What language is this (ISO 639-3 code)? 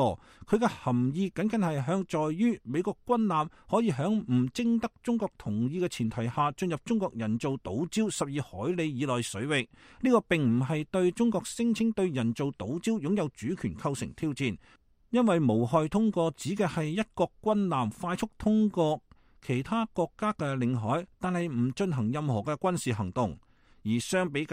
yue